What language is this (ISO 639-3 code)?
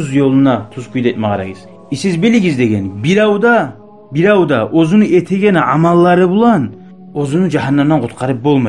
kum